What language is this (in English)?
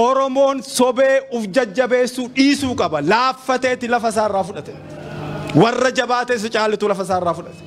Oromo